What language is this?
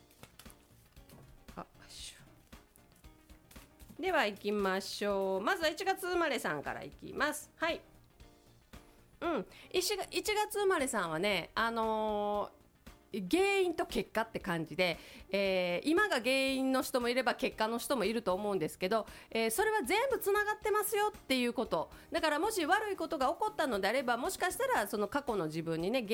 Japanese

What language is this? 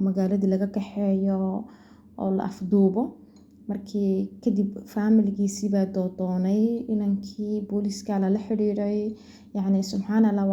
Somali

